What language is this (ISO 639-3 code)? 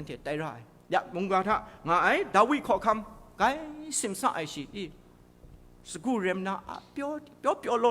kac